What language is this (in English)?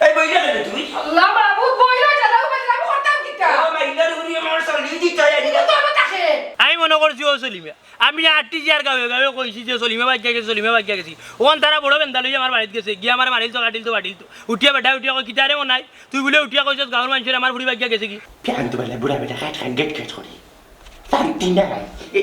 Sylheti